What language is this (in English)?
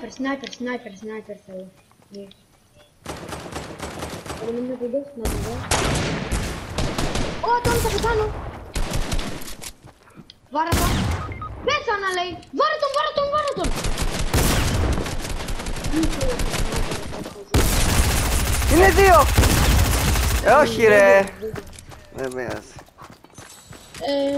Greek